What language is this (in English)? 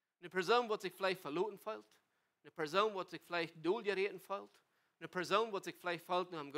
Plautdietsch